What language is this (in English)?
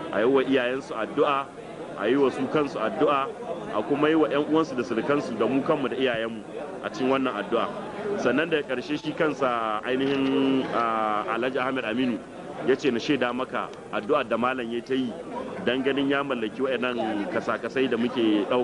Hausa